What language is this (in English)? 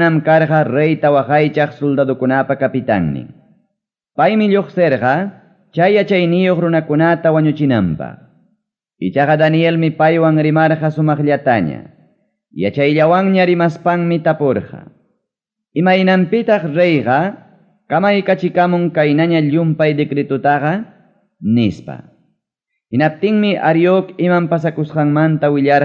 Ayacucho Quechua